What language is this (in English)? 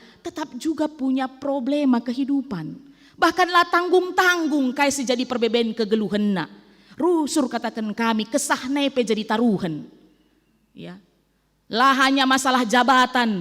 Batak Karo